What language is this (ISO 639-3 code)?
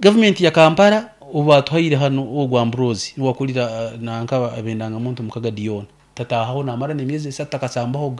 nyn